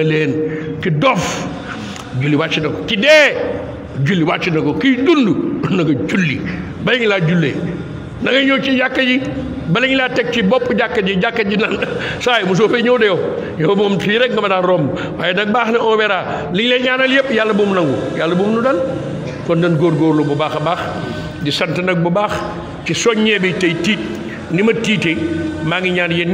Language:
Wolof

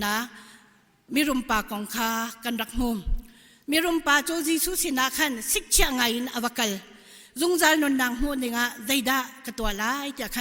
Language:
Hakha Chin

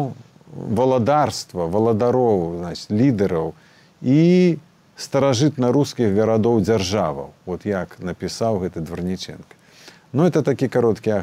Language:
Belarusian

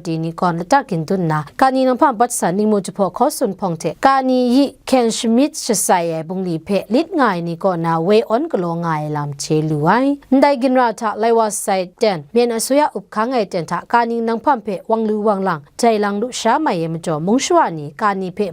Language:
Kachin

